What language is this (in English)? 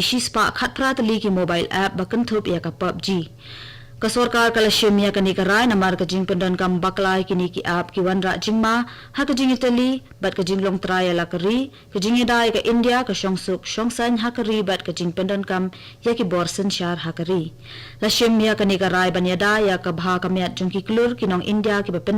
Khasi